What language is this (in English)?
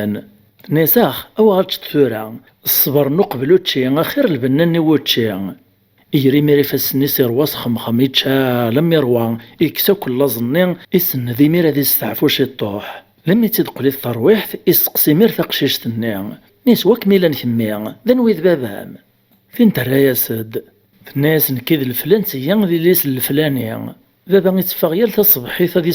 Kabyle